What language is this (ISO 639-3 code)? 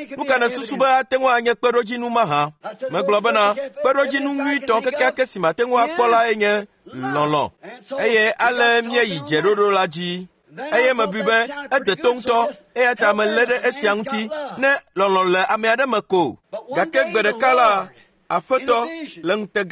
ewe